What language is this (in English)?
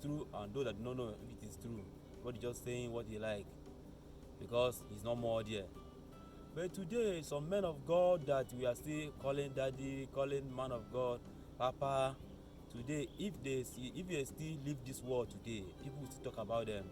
Igbo